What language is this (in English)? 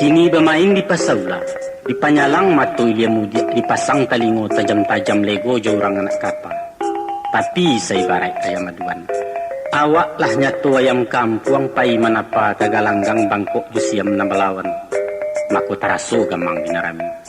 Minangkabau